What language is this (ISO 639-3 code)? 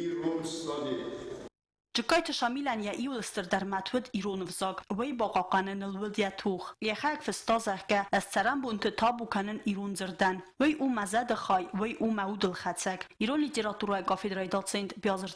oss